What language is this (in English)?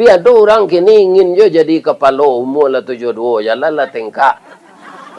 Minangkabau